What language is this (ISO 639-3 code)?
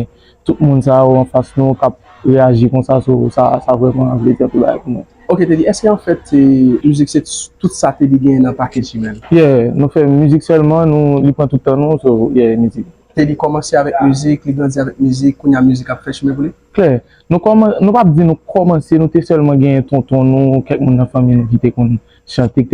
hat